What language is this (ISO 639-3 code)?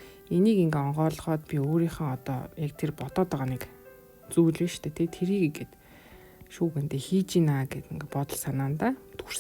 mon